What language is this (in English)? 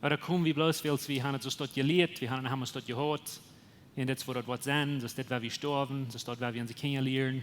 Plautdietsch